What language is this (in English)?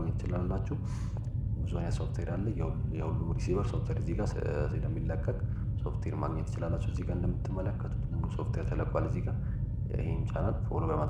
Amharic